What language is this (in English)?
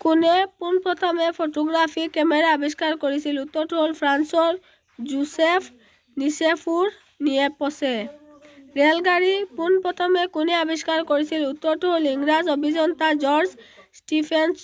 Assamese